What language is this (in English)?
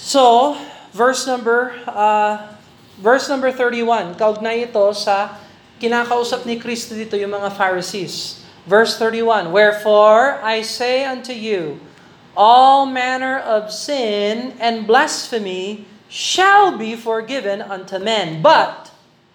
Filipino